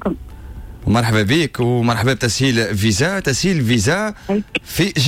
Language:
Tunisian Arabic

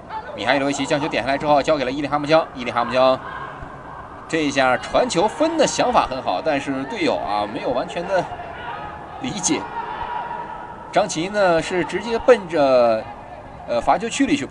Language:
Chinese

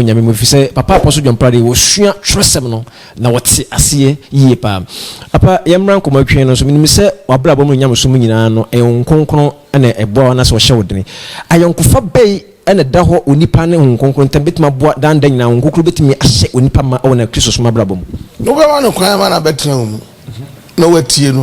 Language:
Akan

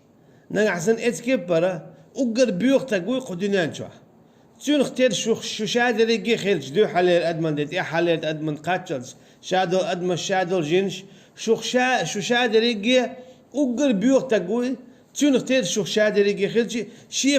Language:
Chechen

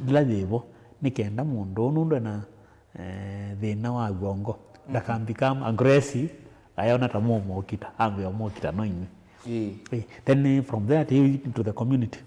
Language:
Kamba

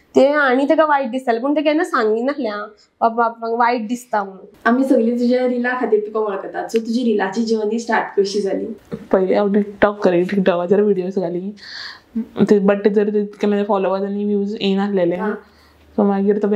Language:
Konkani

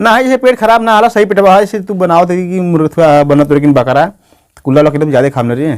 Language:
Awadhi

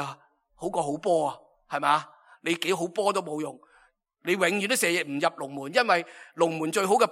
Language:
Cantonese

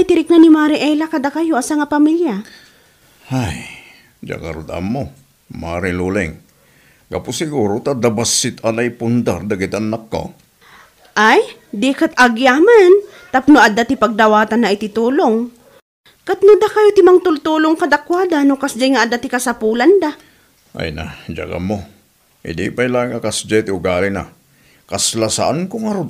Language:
Iloko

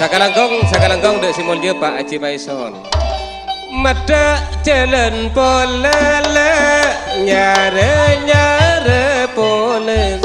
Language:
Madurese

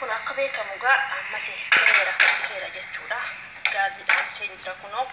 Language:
Oromo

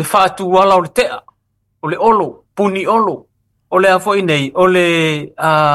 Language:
Samoan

